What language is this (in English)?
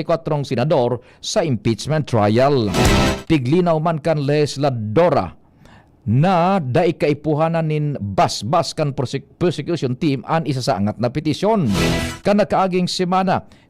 Bikol